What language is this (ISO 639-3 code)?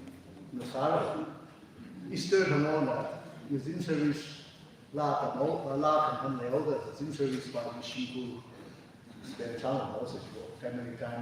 nmf